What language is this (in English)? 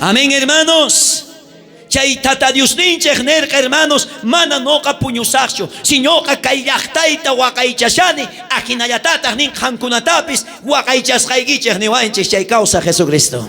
South Bolivian Quechua